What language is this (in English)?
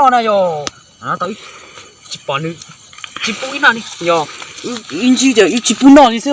Hmong